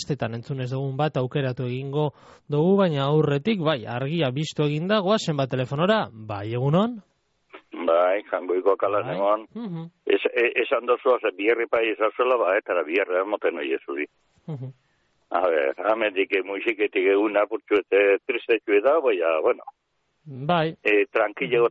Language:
Basque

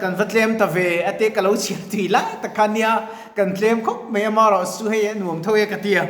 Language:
Mizo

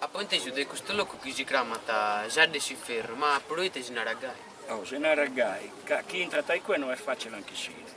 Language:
Sardinian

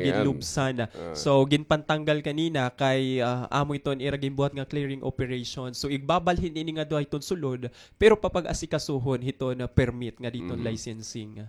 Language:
Waray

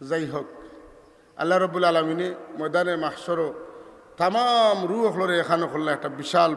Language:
Sylheti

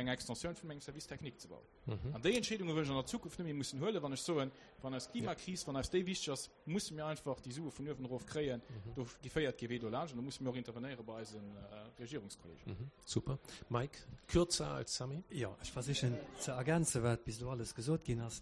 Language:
Luxembourgish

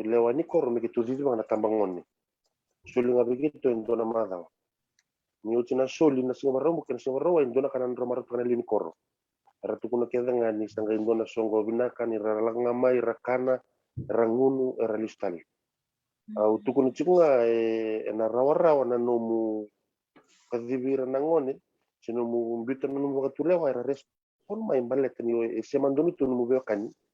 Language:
Fijian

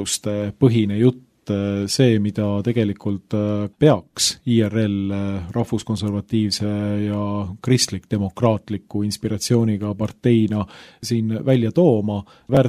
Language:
Estonian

